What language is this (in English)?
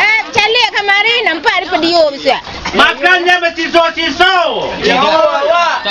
Minangkabau